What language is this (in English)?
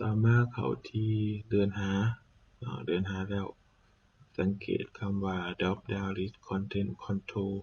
Lao